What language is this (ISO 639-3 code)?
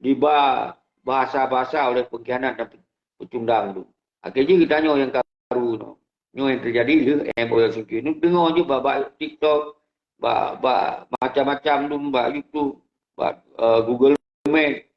ace